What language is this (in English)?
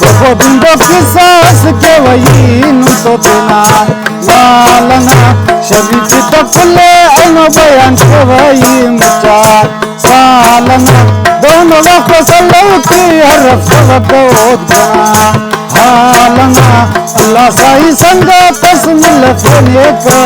Brahui